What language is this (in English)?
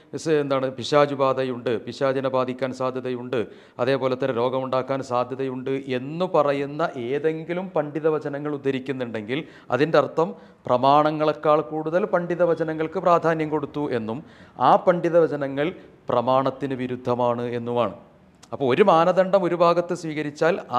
Malayalam